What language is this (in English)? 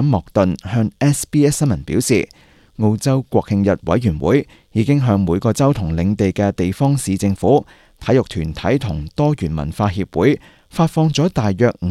Cantonese